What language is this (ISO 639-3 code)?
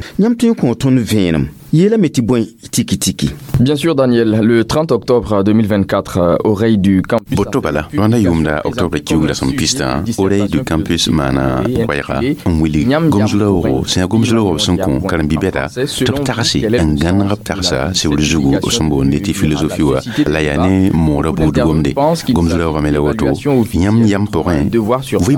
mos